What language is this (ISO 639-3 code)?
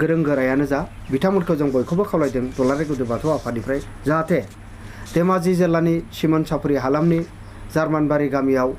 brx